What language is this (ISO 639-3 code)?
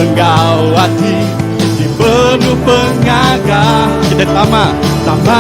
iba